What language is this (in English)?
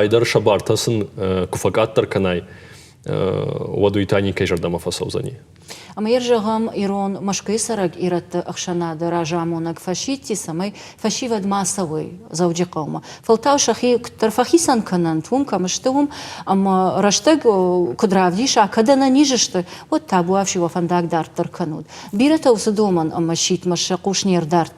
Ossetic